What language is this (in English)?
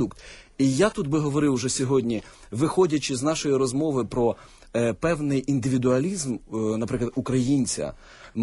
Ukrainian